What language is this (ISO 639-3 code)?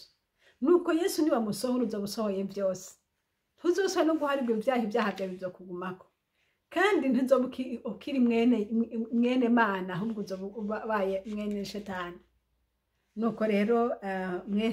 run